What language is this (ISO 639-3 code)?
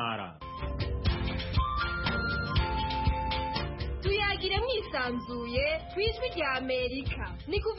kin